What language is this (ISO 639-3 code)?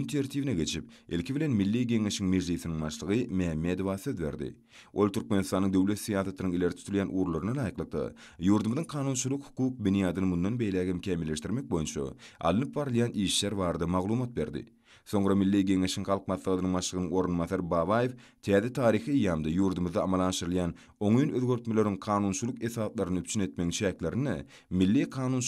tuk